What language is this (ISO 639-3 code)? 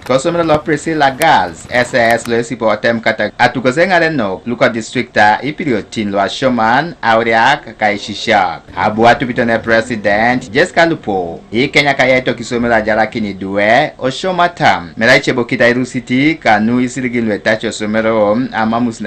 teo